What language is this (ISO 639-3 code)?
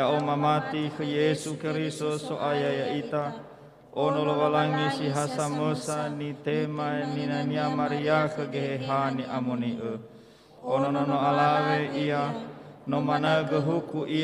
nia